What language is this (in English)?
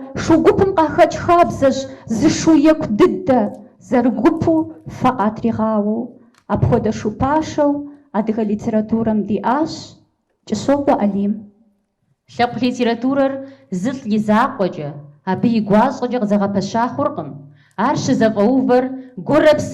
Kabardian